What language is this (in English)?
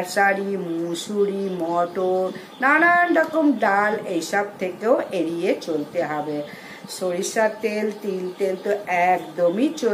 Bangla